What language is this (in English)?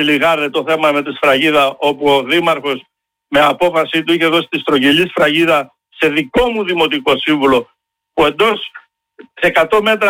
Greek